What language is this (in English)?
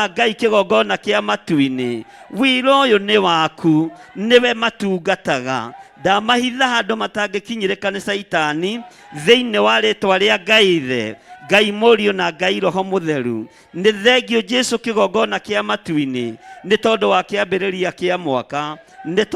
Kikuyu